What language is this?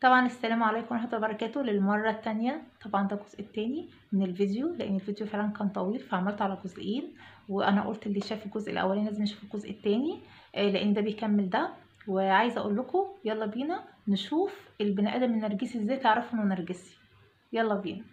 Egyptian Arabic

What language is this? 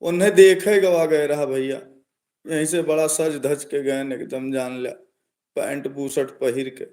Awadhi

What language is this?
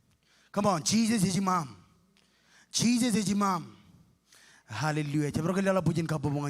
Marshallese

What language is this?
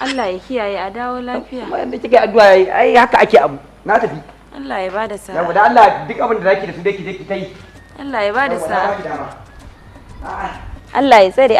Hausa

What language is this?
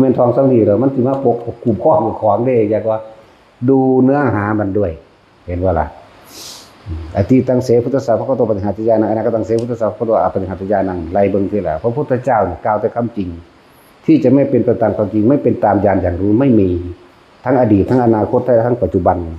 Northeastern Thai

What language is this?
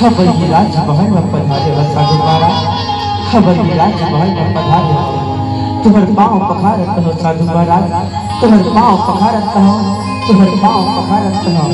Chhattisgarhi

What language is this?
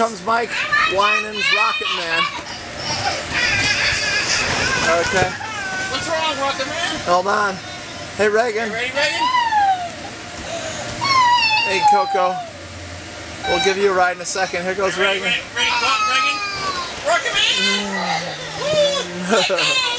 English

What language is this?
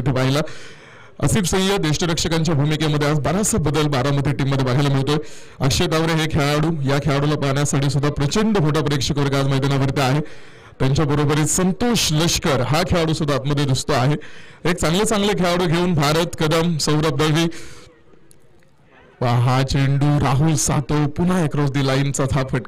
Marathi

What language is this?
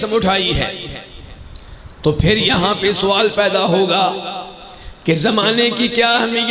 Urdu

